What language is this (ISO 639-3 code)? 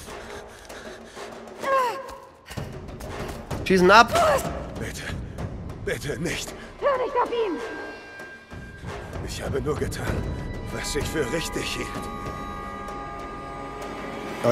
deu